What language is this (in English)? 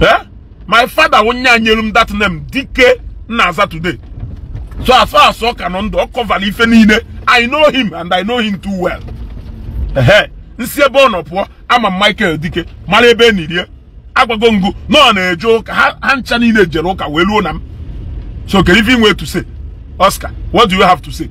Igbo